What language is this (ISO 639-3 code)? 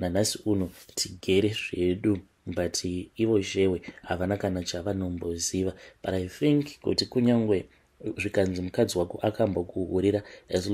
sna